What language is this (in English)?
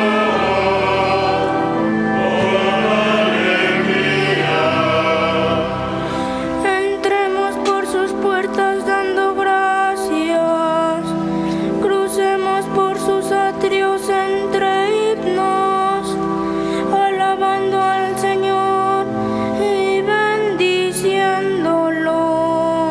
Spanish